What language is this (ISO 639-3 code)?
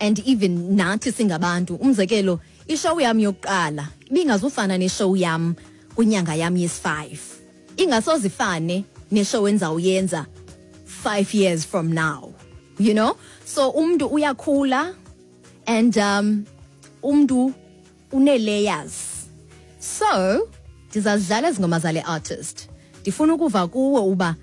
xho